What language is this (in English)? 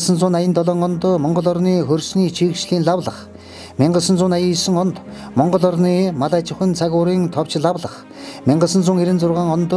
Mongolian